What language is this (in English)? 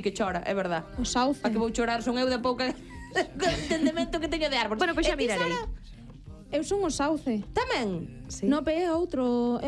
Galician